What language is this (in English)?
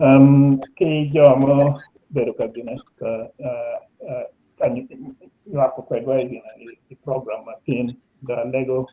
Acoli